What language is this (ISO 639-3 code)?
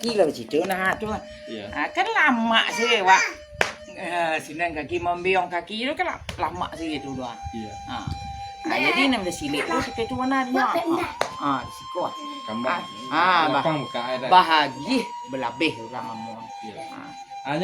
min